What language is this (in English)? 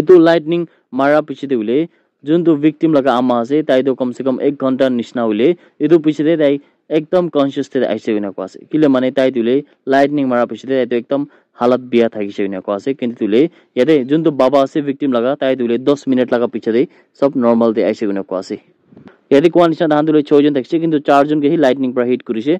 Naga Pidgin